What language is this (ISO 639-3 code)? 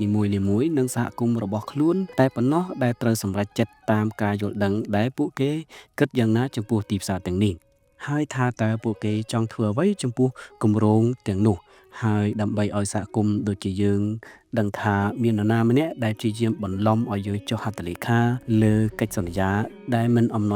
khm